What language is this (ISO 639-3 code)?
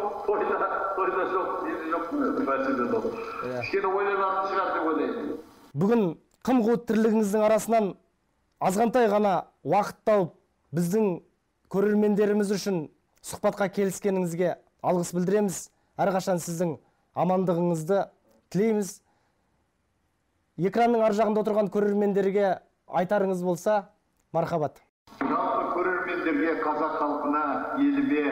kaz